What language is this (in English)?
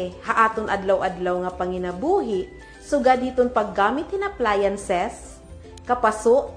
Waray